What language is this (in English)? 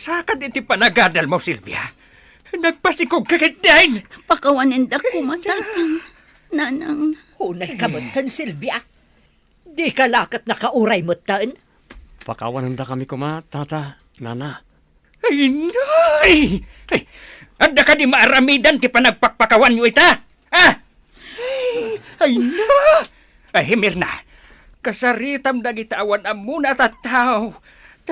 Iloko